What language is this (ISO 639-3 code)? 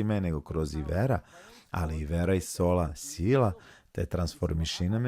rmn